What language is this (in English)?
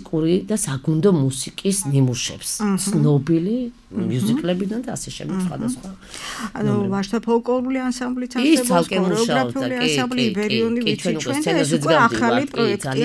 Georgian